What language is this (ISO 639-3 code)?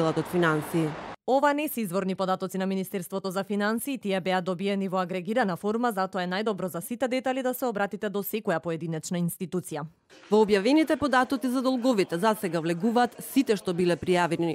mkd